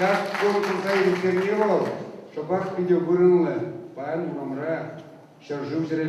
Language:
Chuvash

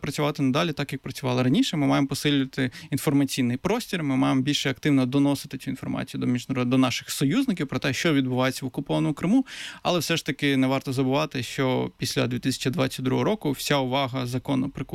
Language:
Ukrainian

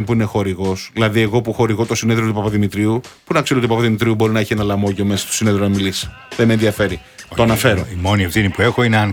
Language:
Greek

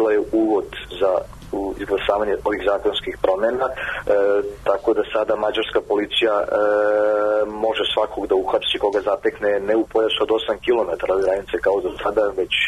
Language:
Serbian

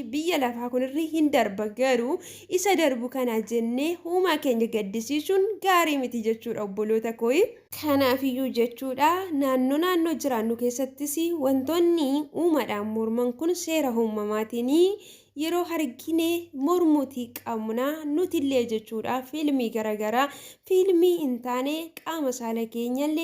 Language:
Oromo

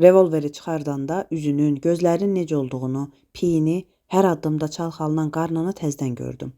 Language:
Azerbaijani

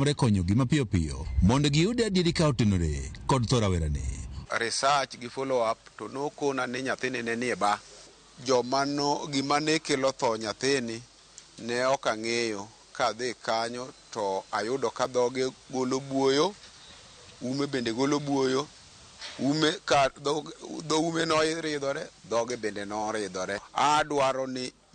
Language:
Luo (Kenya and Tanzania)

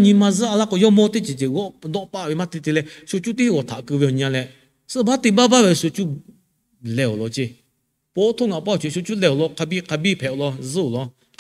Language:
Lahu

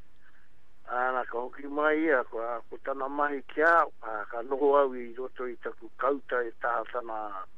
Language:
Māori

